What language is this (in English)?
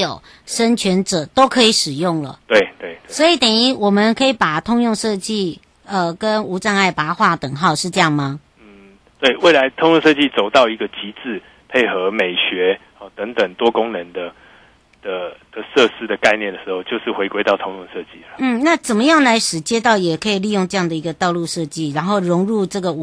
Chinese